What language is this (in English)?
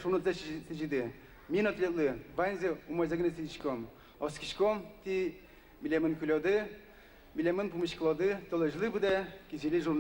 Udmurt